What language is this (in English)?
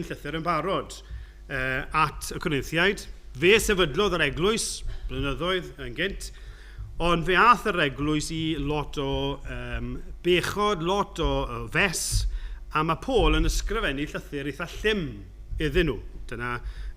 Welsh